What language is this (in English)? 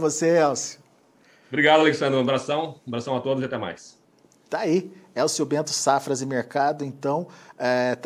Portuguese